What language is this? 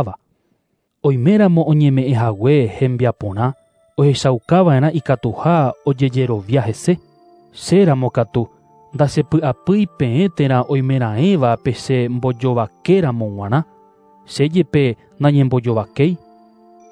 Guarani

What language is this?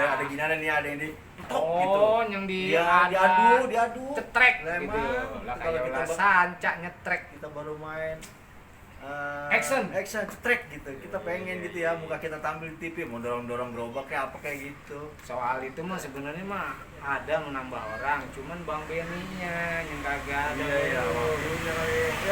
Betawi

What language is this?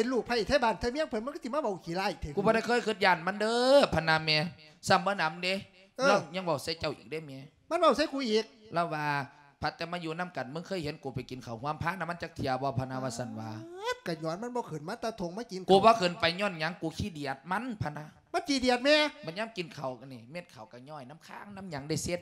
Lao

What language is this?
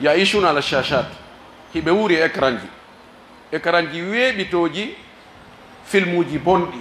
Pular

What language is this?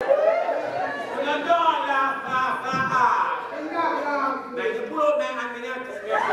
Jamaican Creole English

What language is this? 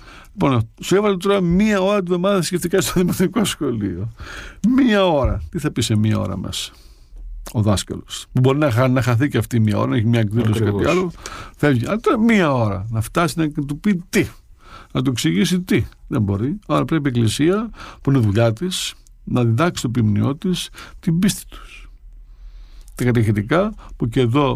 Greek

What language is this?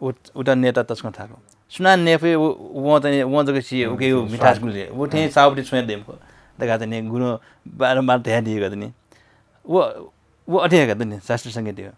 Newari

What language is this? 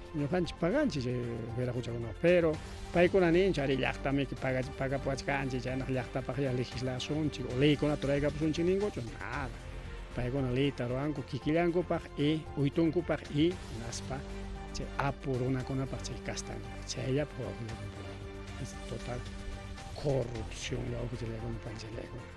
Ayacucho Quechua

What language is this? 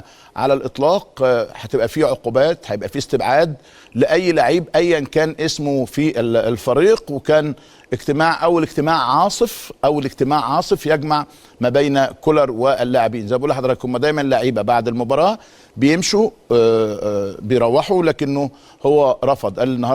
Egyptian Arabic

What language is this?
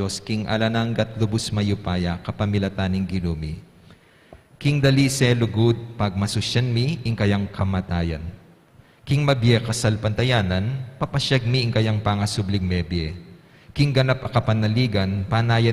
Pampanga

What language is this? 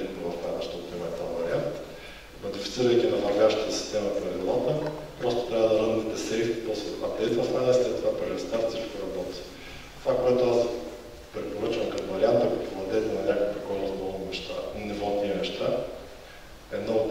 Bulgarian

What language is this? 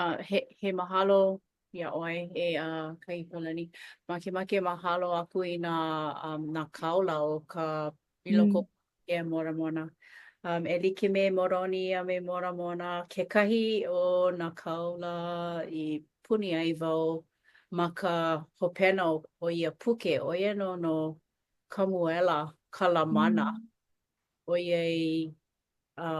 Hawaiian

